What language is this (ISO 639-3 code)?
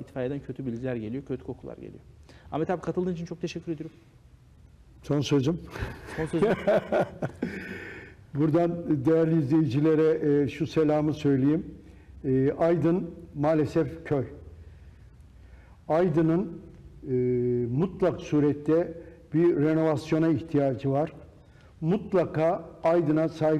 tur